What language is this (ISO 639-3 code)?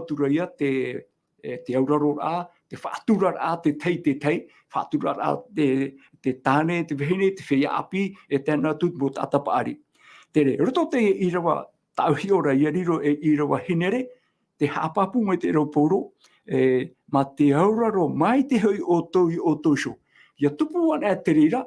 tah